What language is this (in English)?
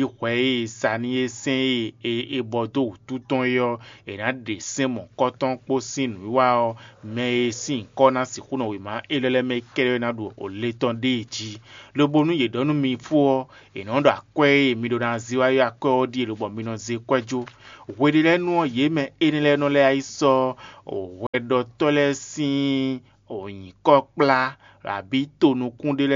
Fon